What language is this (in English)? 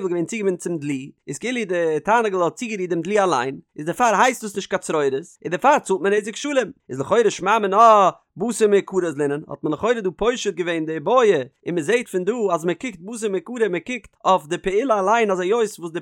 Yiddish